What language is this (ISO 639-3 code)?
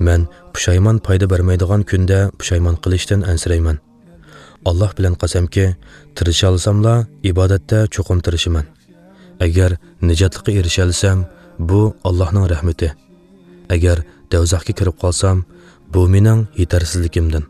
uig